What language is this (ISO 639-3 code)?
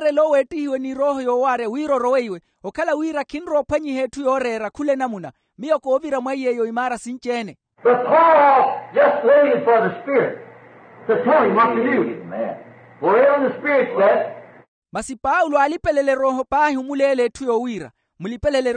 vmw